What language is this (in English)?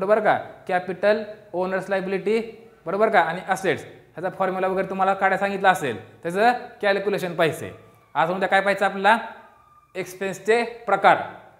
Marathi